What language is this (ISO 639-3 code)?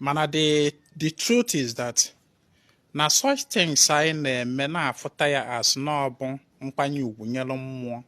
ibo